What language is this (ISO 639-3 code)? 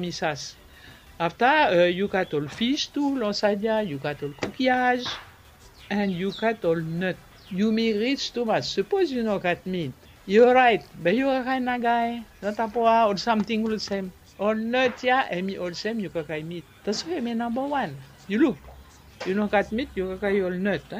bis